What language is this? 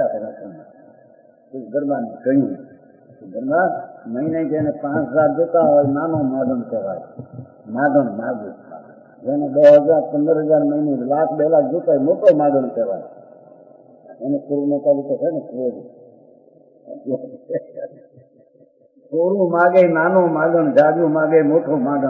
Gujarati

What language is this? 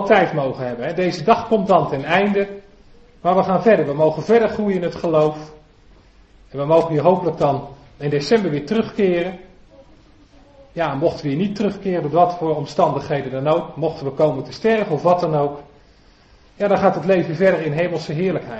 Dutch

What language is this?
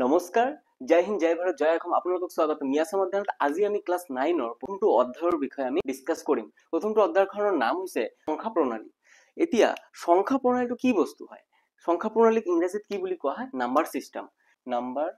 Assamese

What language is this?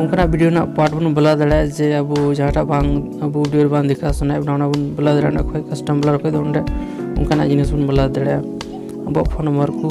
Santali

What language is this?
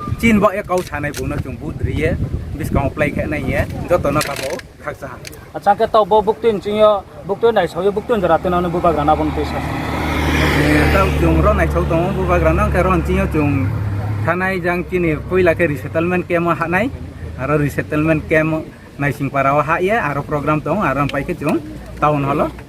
Riang (India)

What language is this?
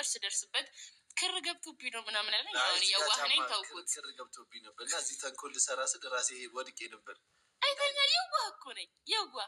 Amharic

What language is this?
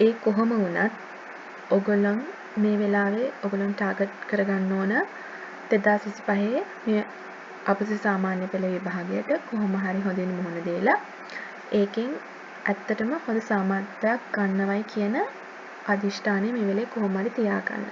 Sinhala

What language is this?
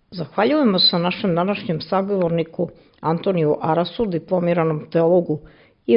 Serbian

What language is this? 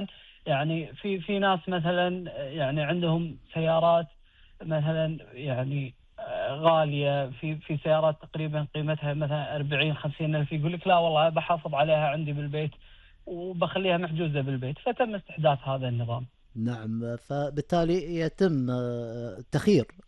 Gulf Arabic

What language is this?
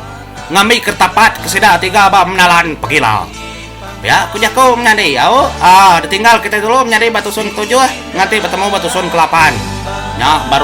Iban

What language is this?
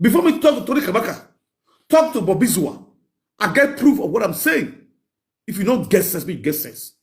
Nigerian Pidgin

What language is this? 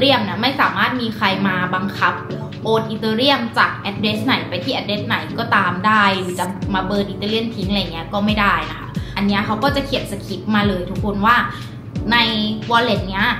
Thai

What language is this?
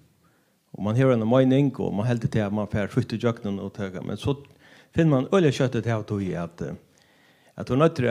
Faroese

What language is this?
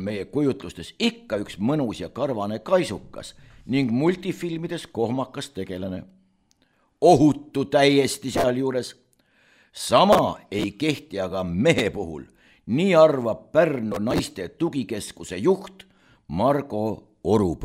Estonian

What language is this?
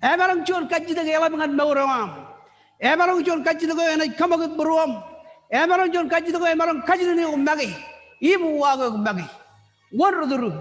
Marshallese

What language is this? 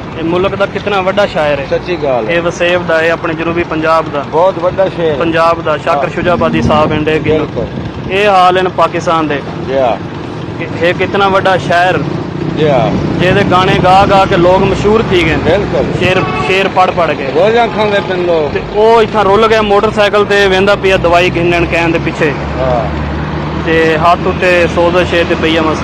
Saraiki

